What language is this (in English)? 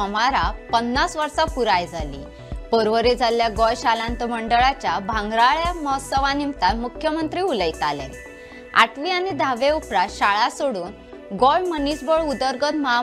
Konkani